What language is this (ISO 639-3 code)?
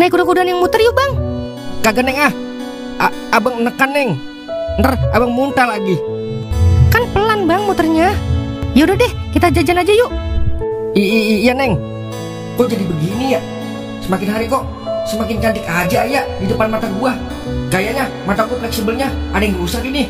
bew